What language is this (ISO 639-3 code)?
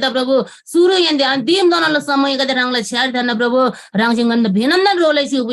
taj